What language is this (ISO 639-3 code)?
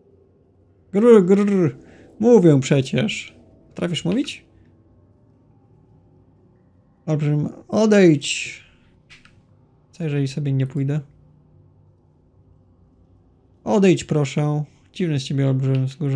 pol